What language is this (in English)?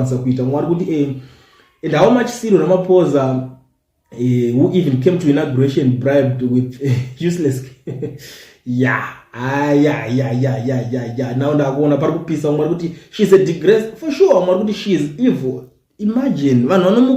Shona